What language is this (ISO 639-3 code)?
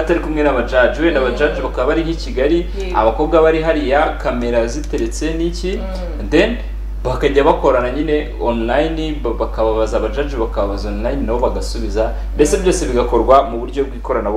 kin